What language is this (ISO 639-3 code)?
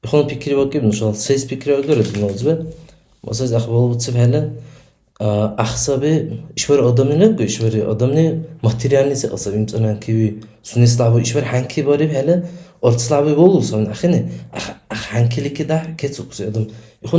dar